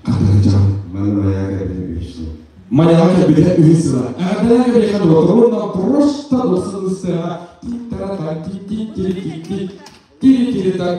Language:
Yakut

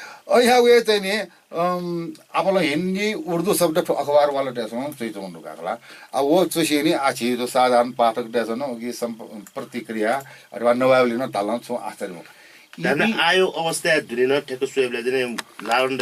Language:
Newari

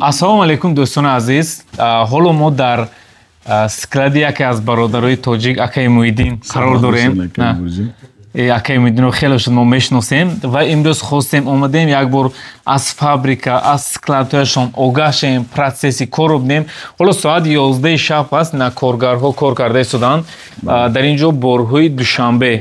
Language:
Tajik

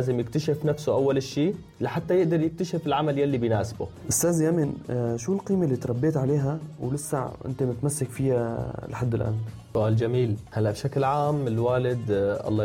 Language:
North Levantine Arabic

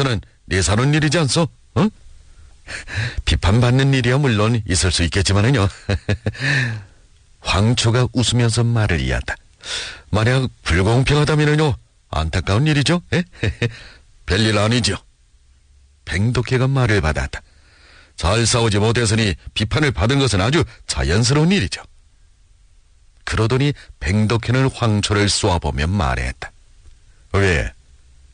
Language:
Korean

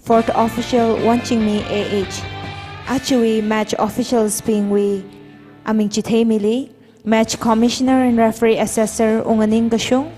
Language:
Tangkhul Naga (India)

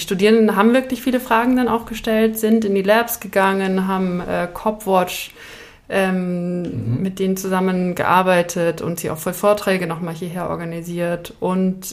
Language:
German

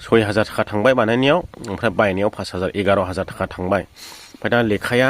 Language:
Bodo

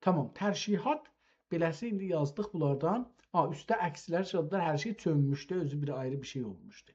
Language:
South Azerbaijani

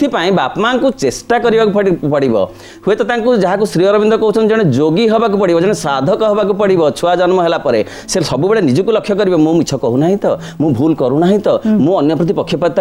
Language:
Odia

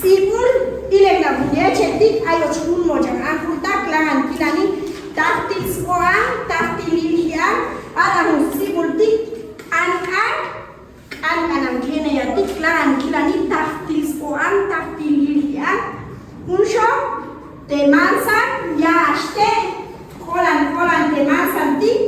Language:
Chuj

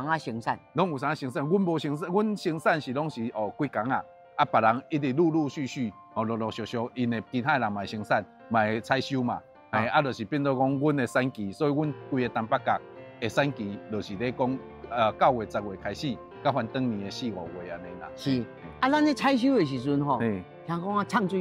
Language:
Min Nan Chinese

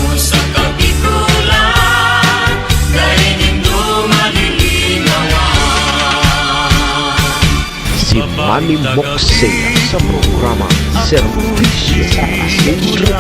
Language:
Bikol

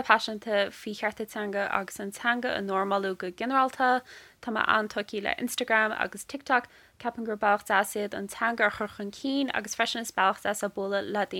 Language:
Irish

